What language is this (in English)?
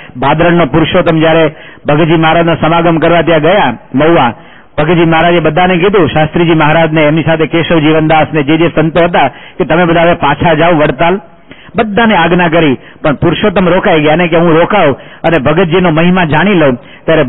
Gujarati